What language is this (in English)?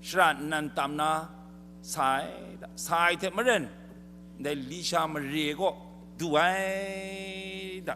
Kachin